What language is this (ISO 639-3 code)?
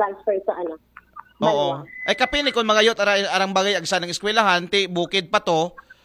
akl